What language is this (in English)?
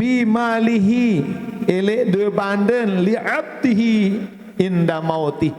Sasak